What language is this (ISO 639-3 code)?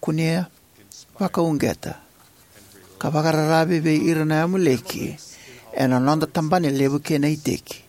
fij